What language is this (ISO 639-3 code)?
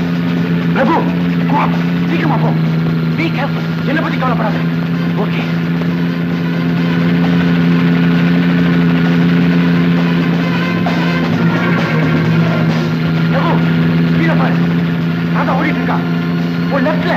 tam